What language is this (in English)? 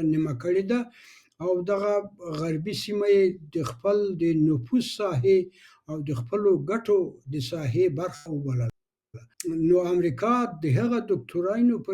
Pashto